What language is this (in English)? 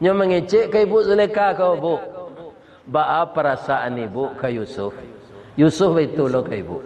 Minangkabau